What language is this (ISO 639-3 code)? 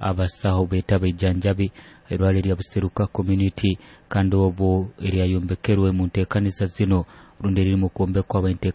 nyo